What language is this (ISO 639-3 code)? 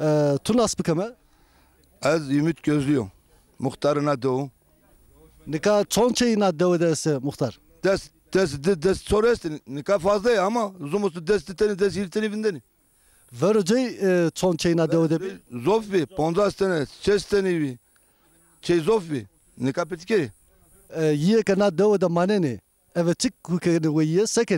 zza